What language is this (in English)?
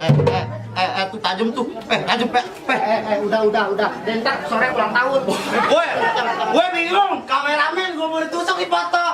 Betawi